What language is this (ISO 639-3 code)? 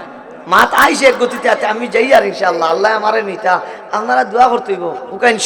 syl